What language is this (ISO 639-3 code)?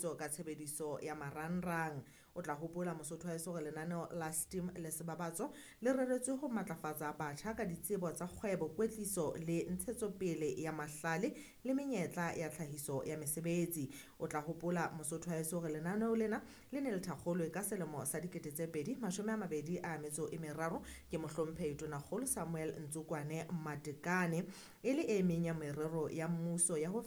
sot